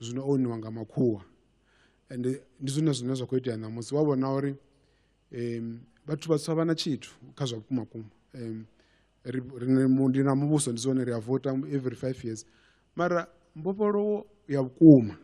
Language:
Venda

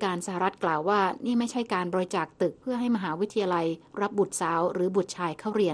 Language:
Thai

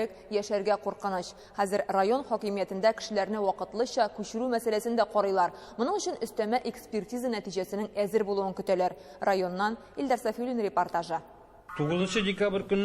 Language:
Tatar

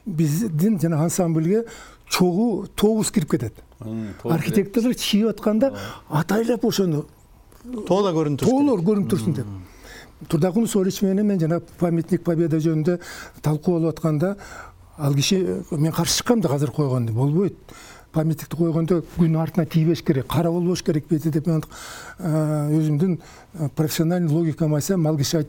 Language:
Kyrgyz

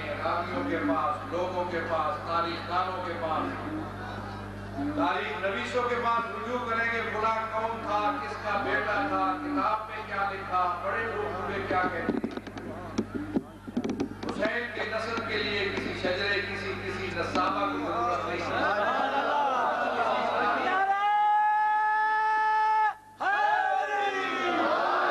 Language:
Urdu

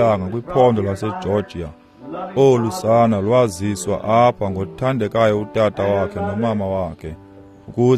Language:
Xhosa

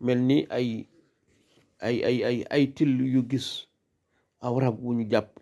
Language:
Wolof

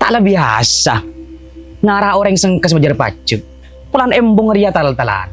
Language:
Madurese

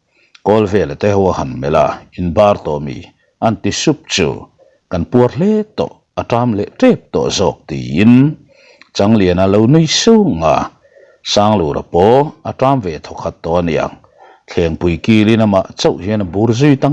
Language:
Mizo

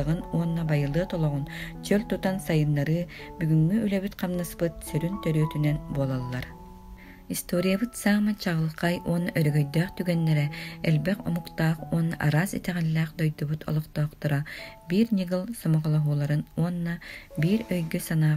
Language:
Yakut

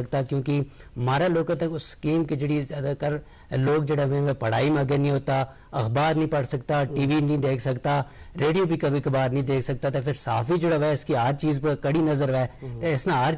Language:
Gujari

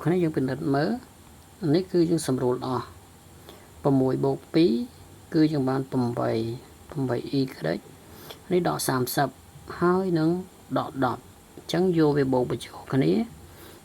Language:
Khmer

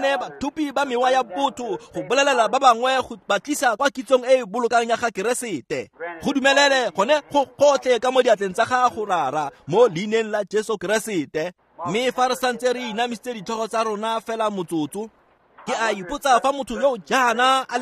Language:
Tswana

